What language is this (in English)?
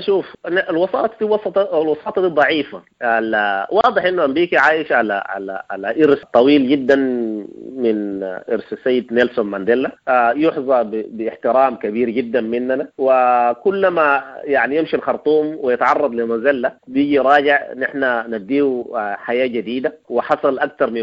Sudanese Arabic